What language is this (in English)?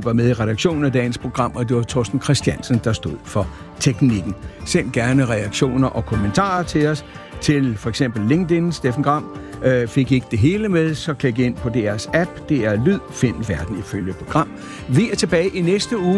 Danish